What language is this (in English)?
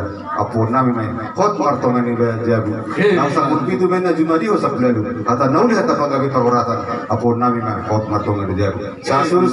Batak Toba